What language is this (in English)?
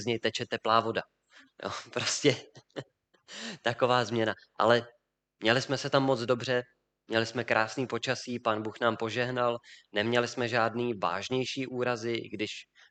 Czech